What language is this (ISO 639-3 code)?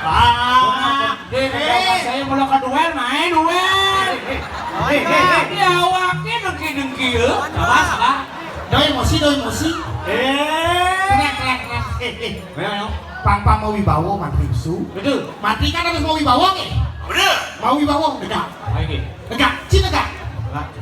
ban